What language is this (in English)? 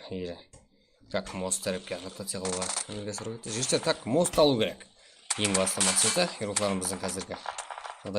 Kara-Kalpak